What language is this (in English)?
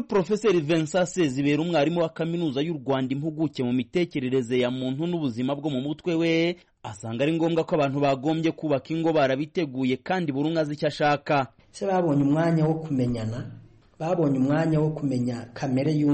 Kinyarwanda